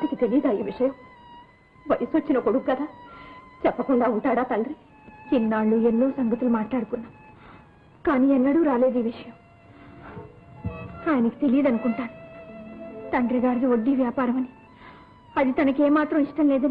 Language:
Telugu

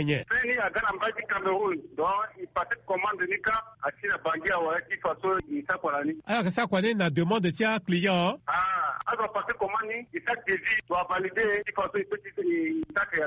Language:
Sango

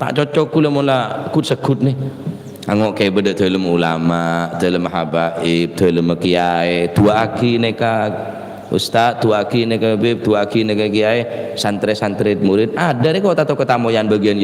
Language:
Madurese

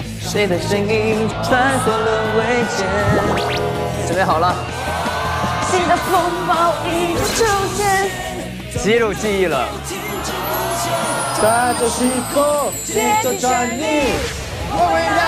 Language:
Chinese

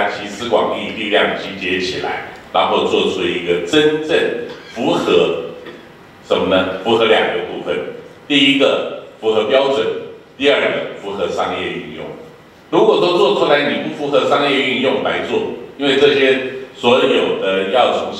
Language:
Chinese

